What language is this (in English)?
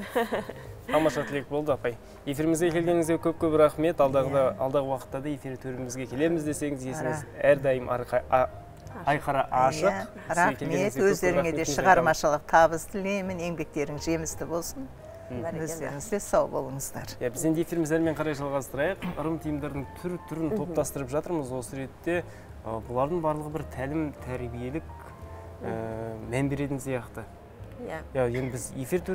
Kazakh